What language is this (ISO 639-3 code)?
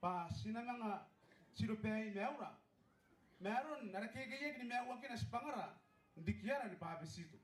gil